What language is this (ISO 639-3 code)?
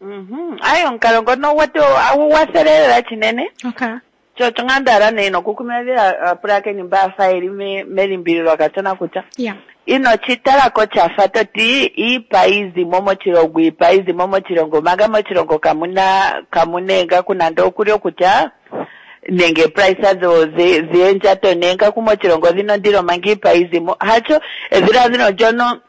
kua